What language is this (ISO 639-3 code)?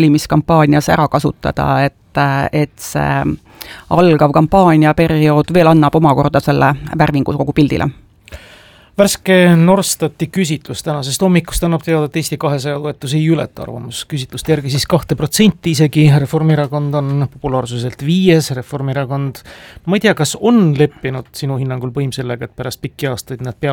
est